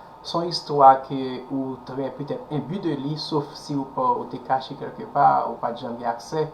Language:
Haitian Creole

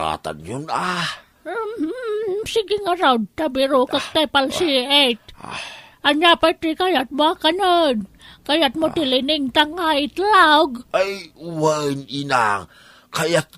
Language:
Iloko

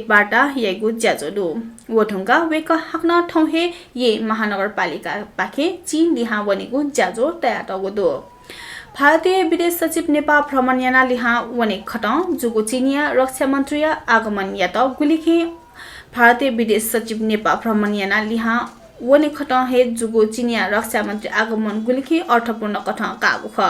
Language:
Newari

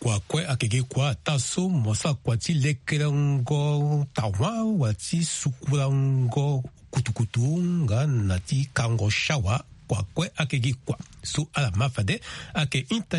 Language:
Sango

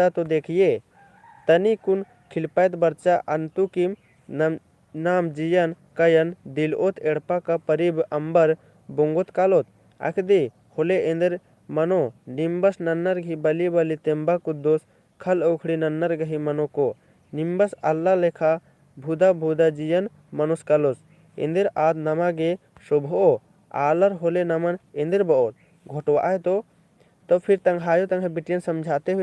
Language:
Kurukh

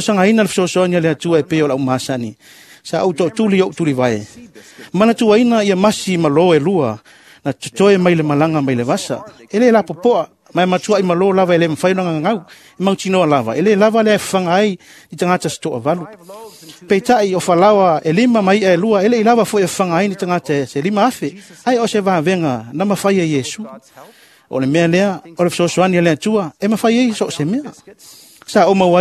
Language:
Samoan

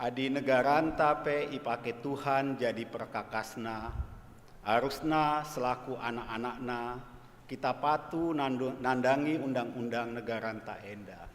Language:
Batak Karo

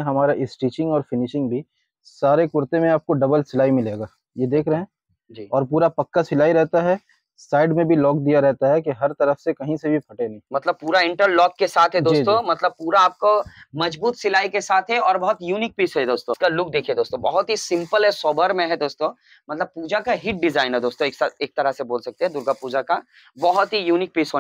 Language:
Hindi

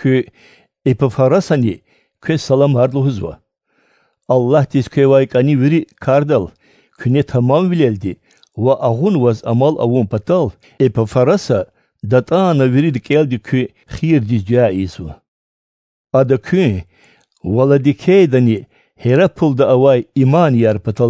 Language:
Lezghian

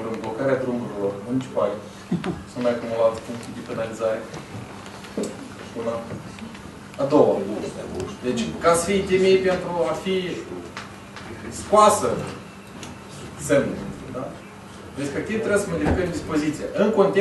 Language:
Romanian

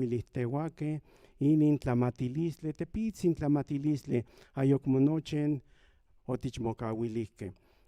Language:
Central Nahuatl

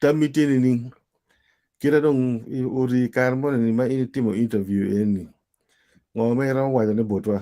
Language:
Acoli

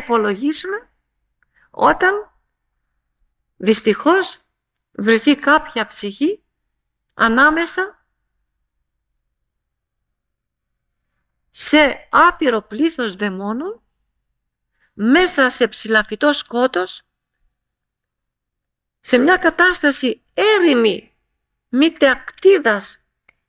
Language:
Greek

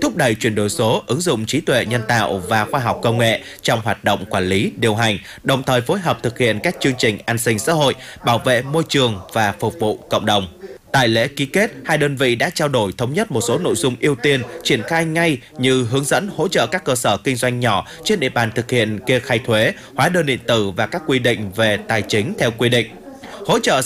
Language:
Vietnamese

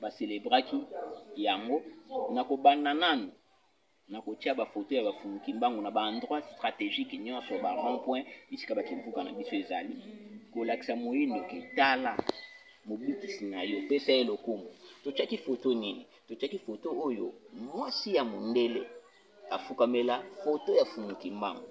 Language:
Lingala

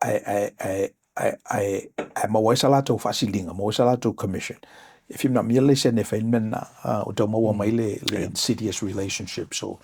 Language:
Samoan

